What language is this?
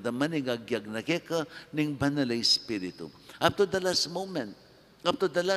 Pampanga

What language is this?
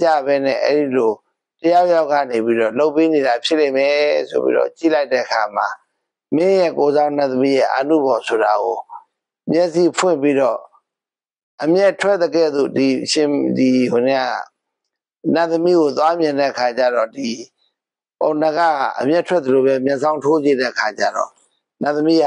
Burmese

